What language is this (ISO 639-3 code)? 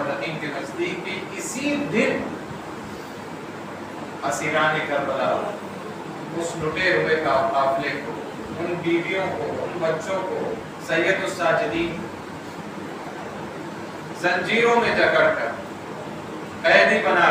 urd